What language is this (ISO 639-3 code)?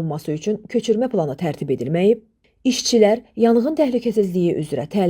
aze